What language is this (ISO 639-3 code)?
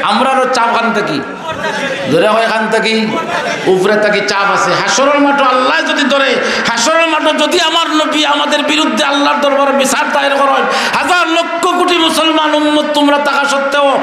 syl